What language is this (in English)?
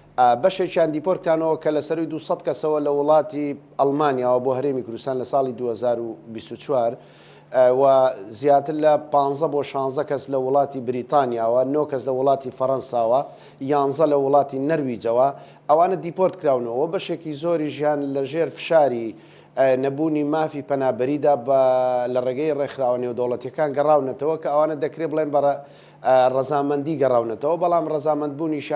Central Kurdish